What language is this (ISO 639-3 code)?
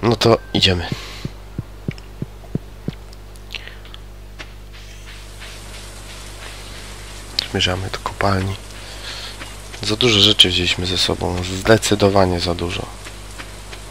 pol